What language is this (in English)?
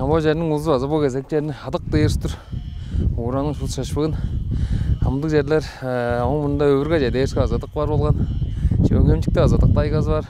Tuvinian